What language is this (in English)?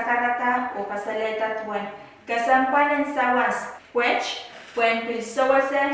Pohnpeian